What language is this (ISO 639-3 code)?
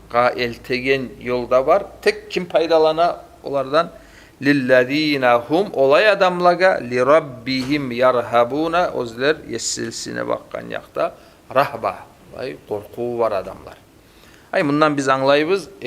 kum